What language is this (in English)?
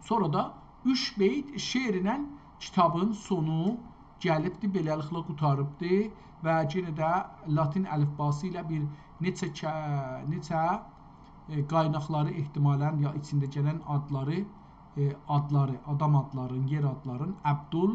South Azerbaijani